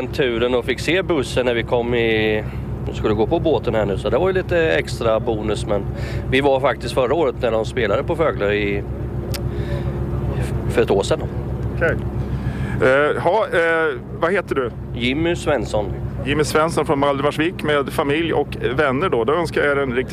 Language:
Swedish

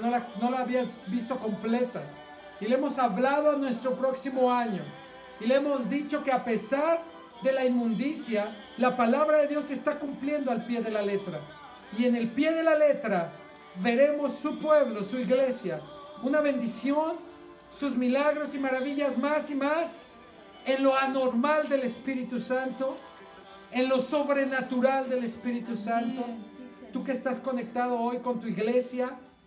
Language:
Spanish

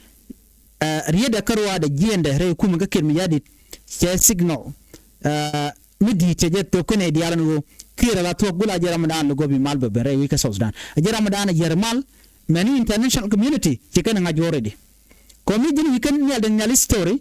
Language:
Nuer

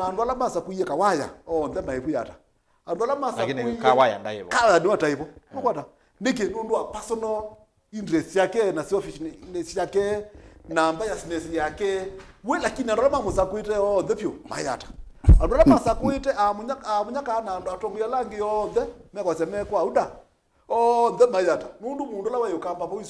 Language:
Kamba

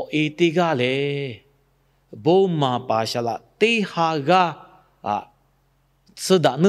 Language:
Lahu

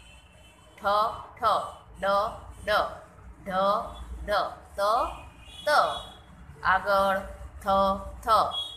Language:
Gujarati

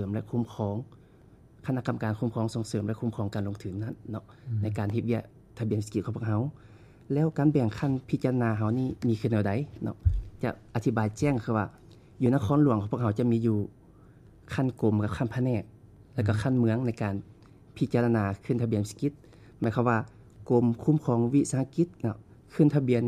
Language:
Lao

